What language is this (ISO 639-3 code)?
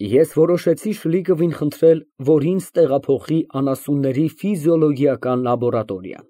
hye